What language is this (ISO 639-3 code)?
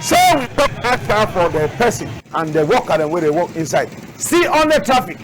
wes